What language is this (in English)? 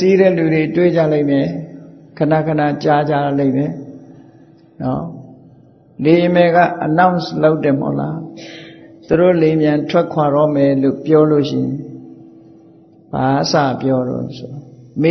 Burmese